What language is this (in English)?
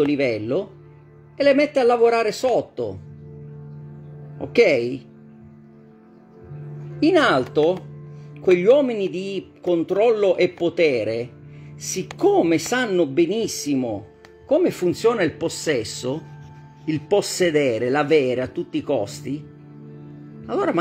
Italian